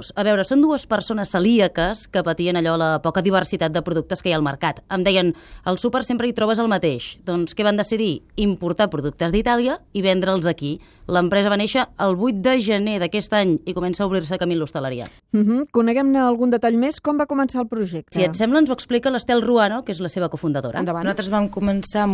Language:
Catalan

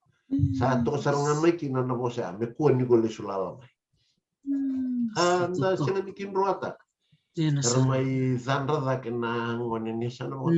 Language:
Fijian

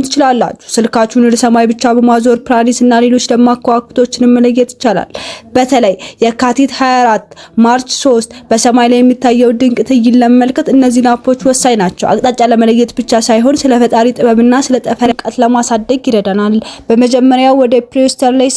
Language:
Amharic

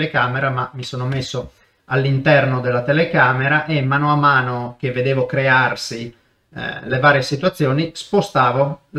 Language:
Italian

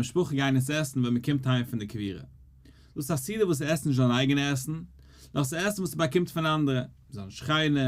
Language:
Yiddish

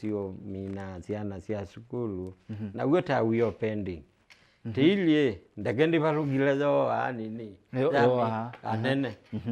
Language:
Kamba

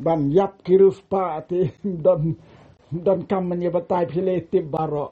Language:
Khasi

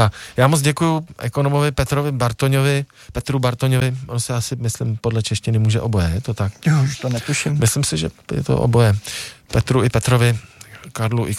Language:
Czech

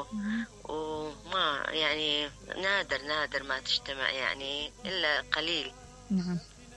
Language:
Mesopotamian Arabic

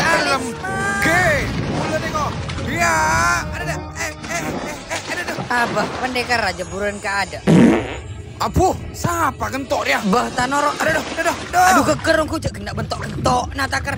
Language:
Madurese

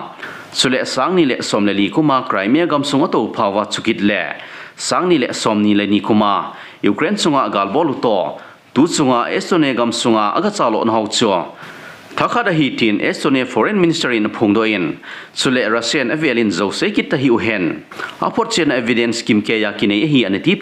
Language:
Thado Chin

